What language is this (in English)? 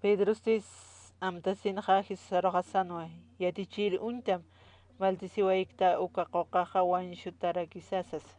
Aymara